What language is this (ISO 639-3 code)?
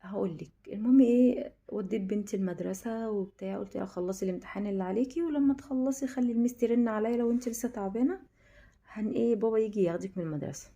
arz